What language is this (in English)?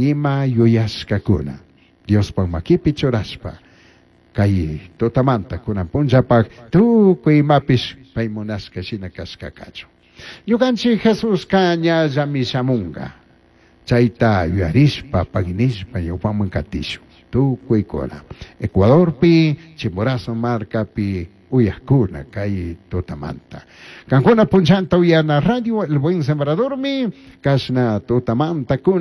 Chimborazo Highland Quichua